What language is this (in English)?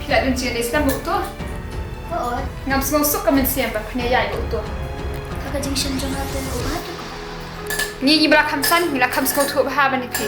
Khasi